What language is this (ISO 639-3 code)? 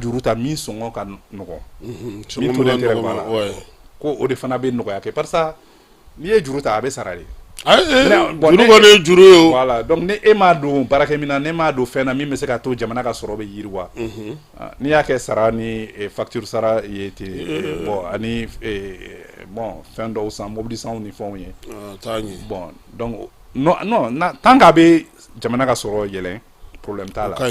bam